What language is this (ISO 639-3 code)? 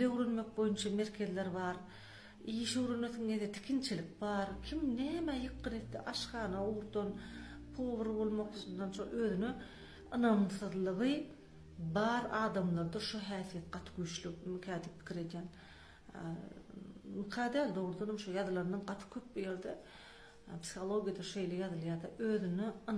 tuk